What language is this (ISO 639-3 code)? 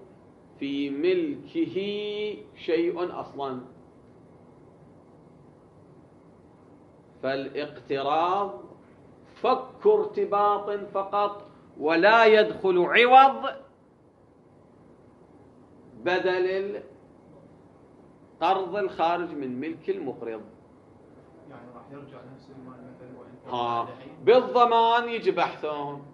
ara